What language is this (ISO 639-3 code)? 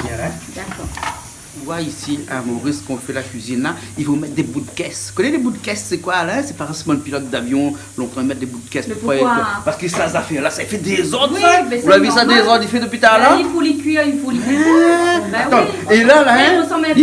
rcf